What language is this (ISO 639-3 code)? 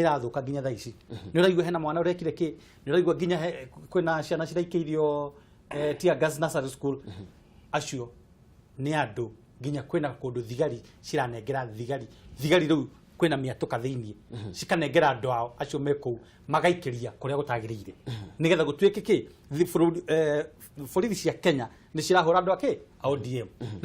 kik